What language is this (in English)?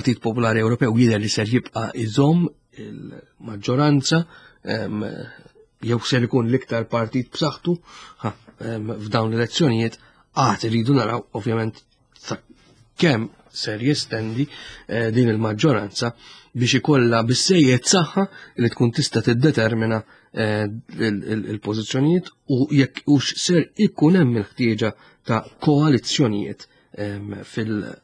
Maltese